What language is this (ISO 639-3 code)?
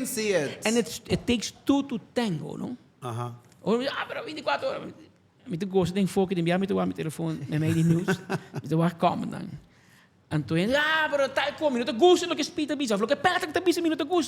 pap